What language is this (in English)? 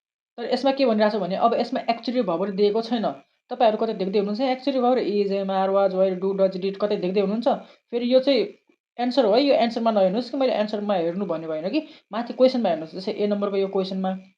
Nepali